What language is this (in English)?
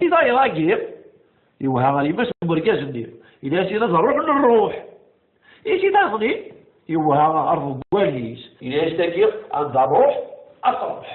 Kabyle